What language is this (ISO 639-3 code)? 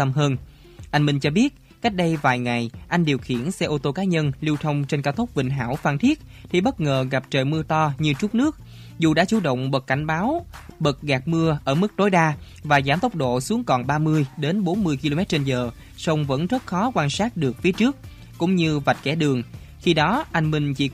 vie